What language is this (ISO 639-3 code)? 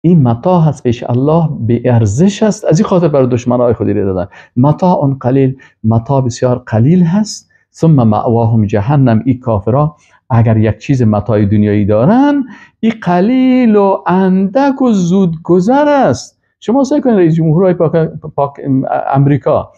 fas